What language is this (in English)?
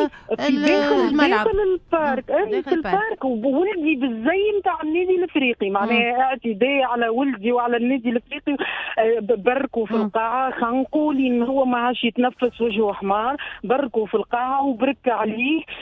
Tunisian Arabic